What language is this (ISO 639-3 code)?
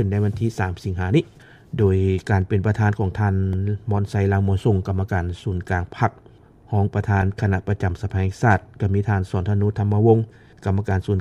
lao